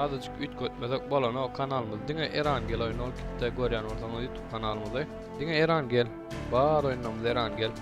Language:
Turkmen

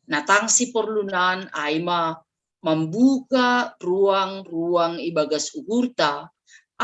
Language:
Batak Simalungun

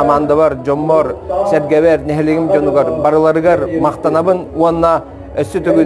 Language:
Yakut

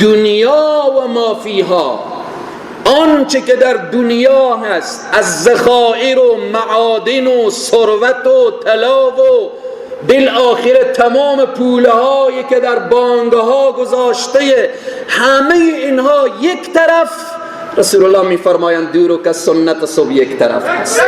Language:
Persian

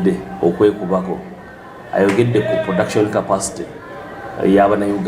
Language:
Ganda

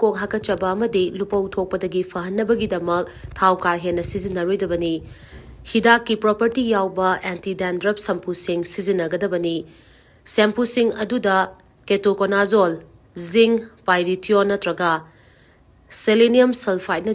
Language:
Manipuri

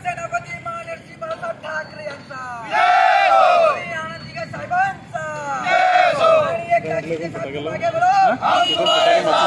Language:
Marathi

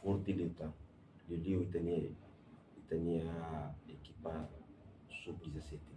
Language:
Tetum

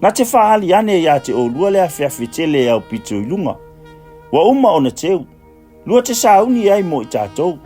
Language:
Samoan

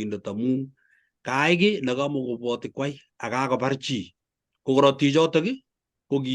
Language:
Kalenjin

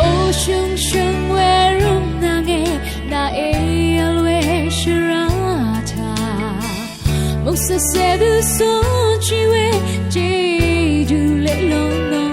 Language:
Rawang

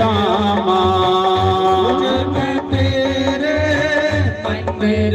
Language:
Dogri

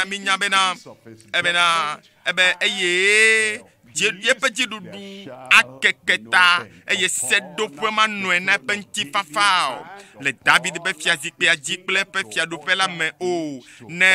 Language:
Ewe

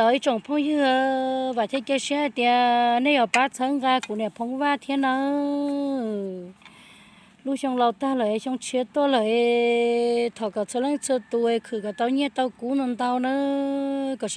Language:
Hmong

